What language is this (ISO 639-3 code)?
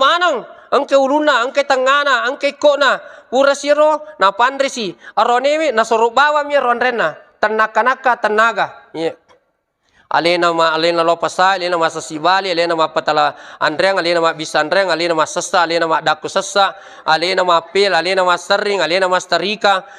bug